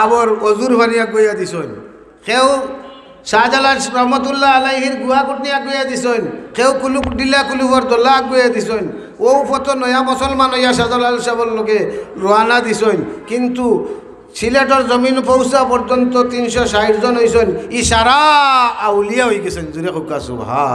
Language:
Sylheti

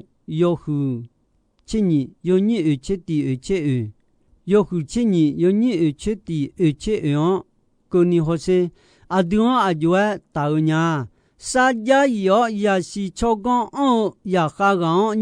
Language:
Akha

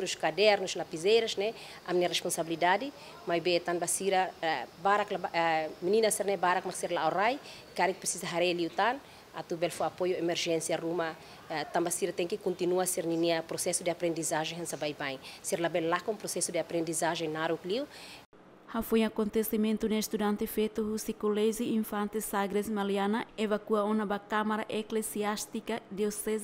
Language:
Tetum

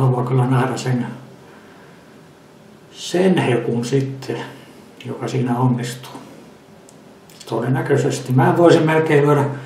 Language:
Finnish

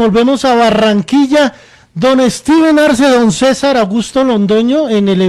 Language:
Spanish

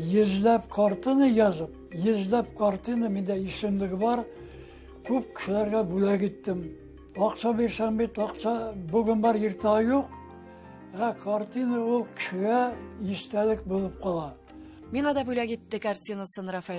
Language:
Tatar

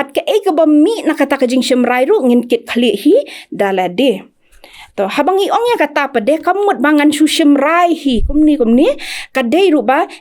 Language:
Khasi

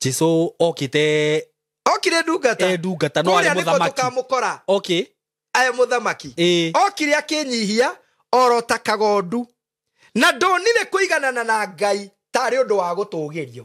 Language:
Kikuyu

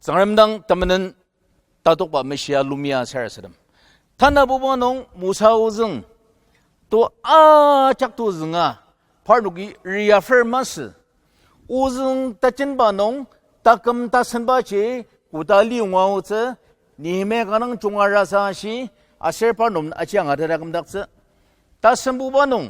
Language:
Ao Naga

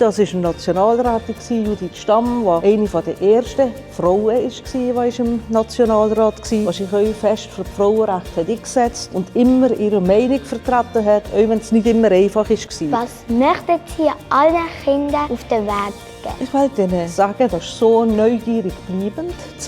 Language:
Swiss German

